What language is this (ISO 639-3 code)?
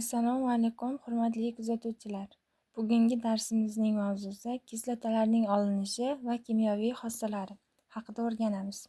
uzb